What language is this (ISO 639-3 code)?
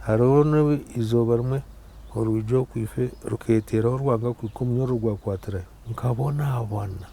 nyn